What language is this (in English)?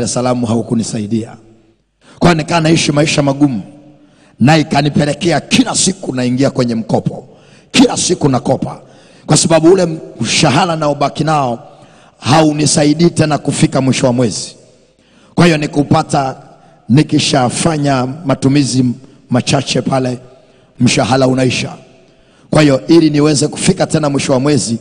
Swahili